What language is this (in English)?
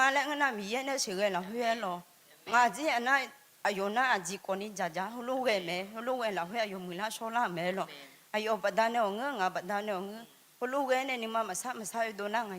Akha